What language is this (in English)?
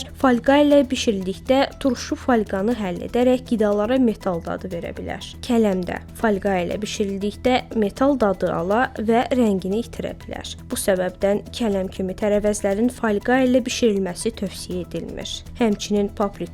Azerbaijani